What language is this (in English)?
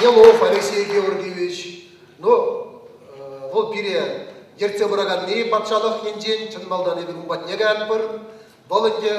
Chuvash